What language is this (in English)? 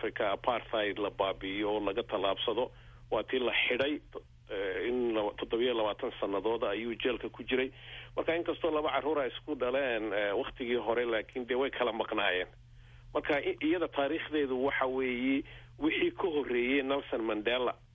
Somali